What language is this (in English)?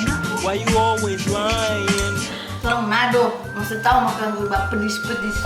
Manado Malay